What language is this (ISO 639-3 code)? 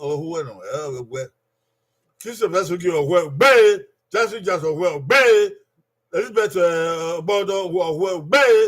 bin